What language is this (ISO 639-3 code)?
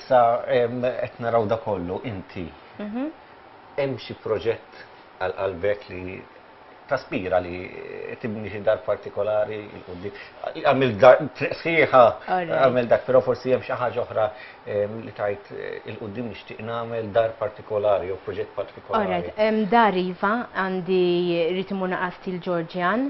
mlt